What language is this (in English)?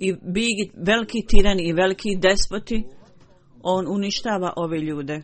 Bosnian